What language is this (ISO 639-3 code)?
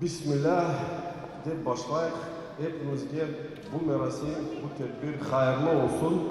crh